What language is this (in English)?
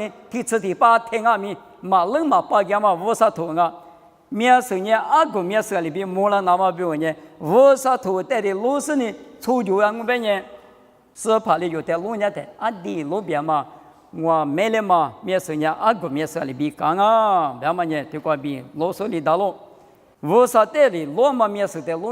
Lisu